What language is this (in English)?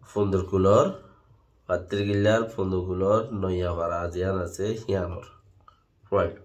Rohingya